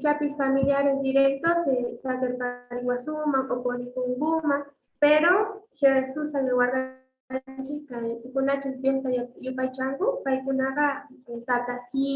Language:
Quechua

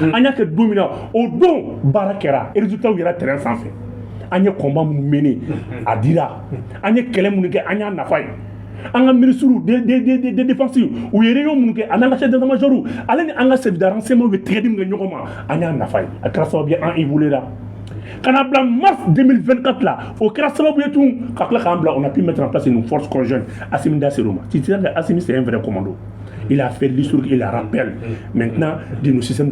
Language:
Bambara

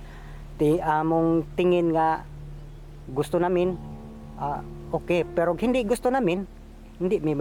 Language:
Filipino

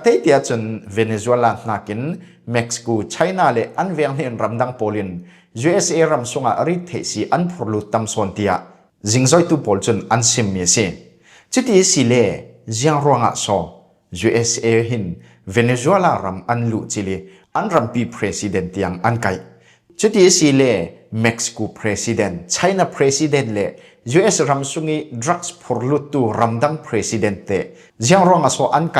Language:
Falam Chin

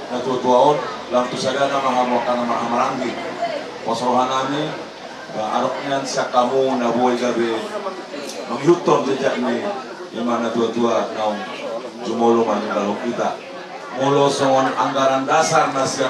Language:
Batak Toba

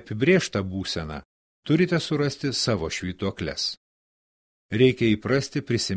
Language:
Lithuanian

